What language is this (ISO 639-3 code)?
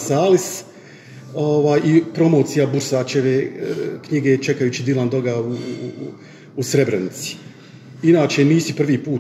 bos